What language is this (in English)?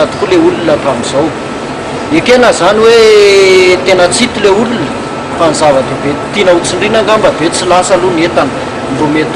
Malagasy